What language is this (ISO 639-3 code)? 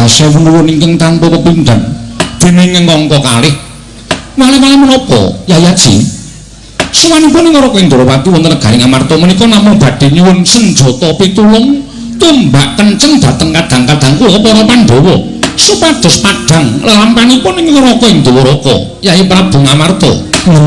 jav